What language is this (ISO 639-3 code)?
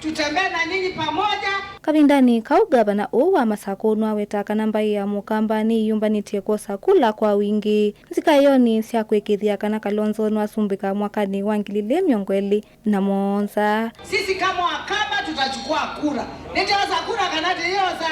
kam